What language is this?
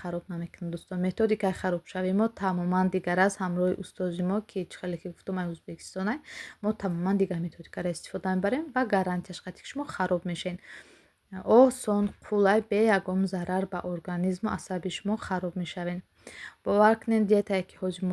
Tajik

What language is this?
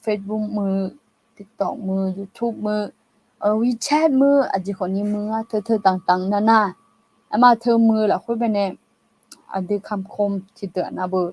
Akha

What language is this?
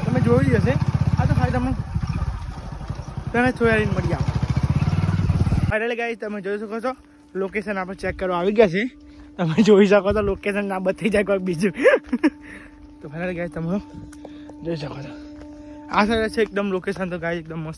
Gujarati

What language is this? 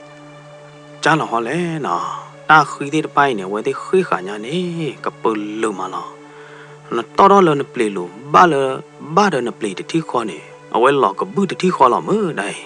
S'gaw Karen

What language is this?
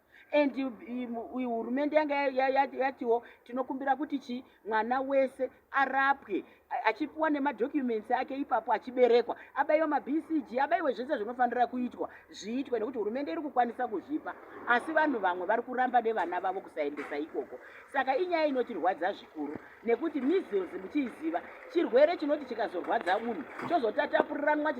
Shona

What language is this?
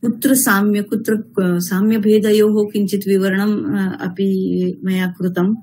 Sanskrit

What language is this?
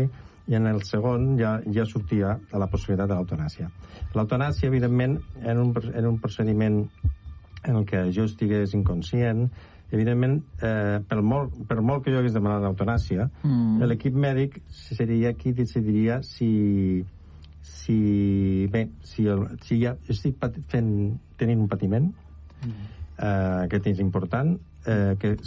Catalan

